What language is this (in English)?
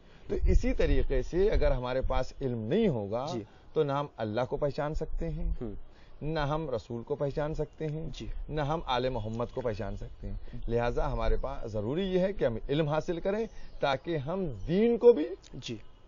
Urdu